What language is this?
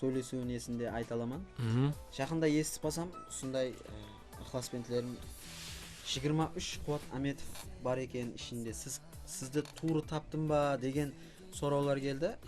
Kara-Kalpak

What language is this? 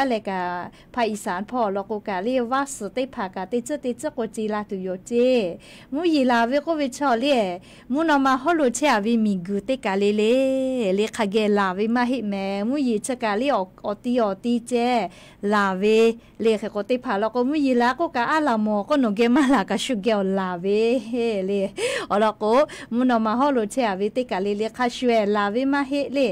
Lahu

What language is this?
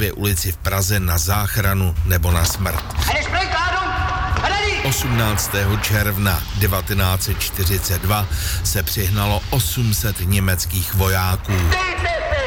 Czech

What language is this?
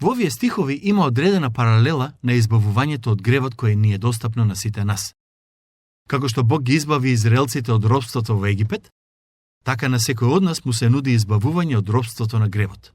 Macedonian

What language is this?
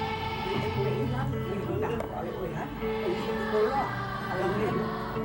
Hawaiian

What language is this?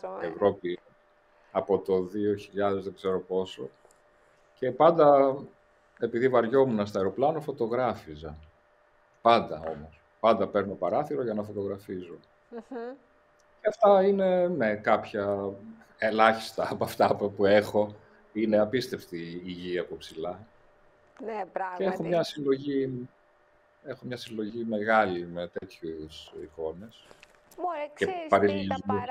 Greek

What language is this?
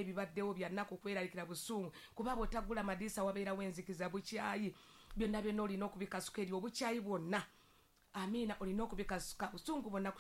Ganda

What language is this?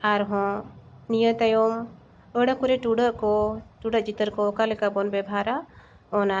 Santali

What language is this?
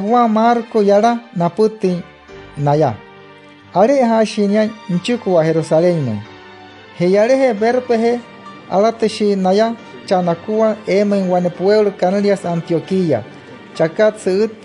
Wayuu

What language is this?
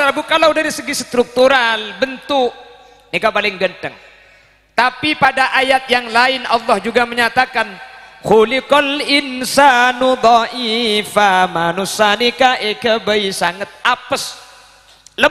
Madurese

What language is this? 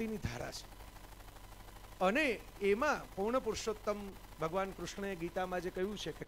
Gujarati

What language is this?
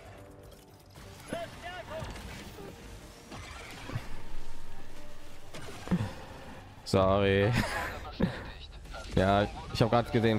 German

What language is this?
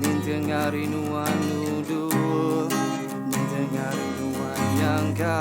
Iban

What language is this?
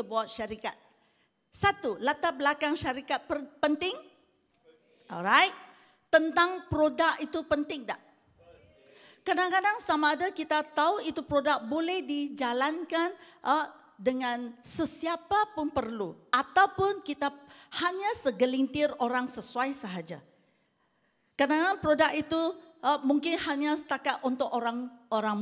Malay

